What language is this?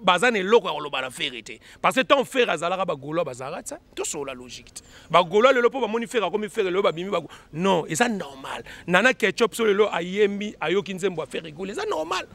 Lingala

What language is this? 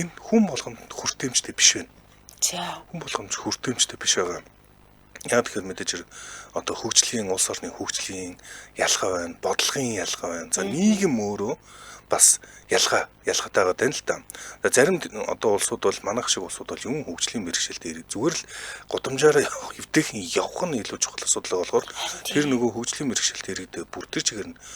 Mongolian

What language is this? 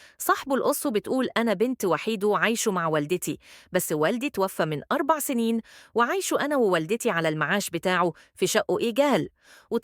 Egyptian Arabic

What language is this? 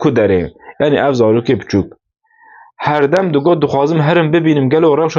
Kurdish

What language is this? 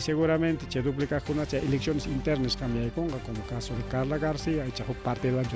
Ayacucho Quechua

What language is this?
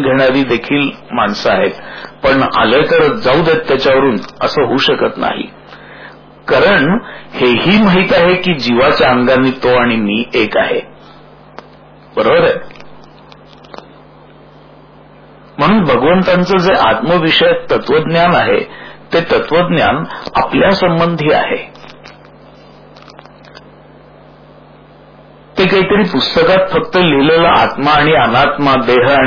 Marathi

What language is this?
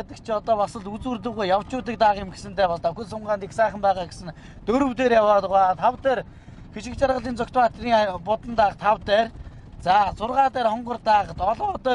Mongolian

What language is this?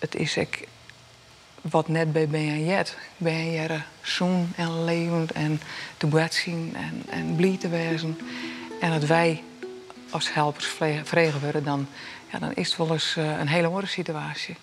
Western Frisian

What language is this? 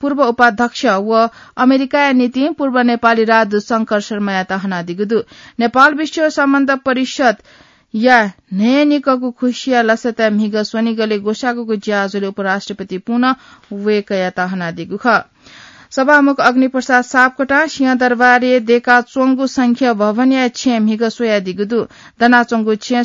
Newari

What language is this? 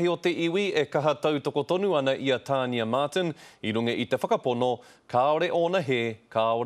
Māori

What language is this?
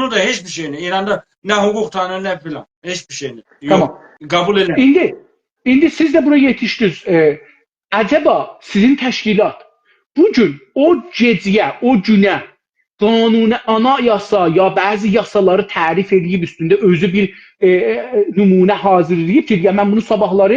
South Azerbaijani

